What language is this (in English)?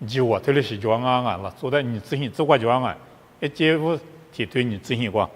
Lisu